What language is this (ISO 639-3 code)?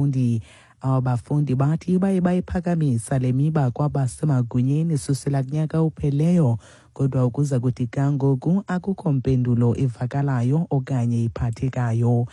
xho